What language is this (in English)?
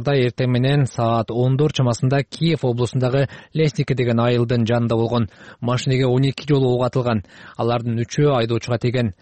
Kyrgyz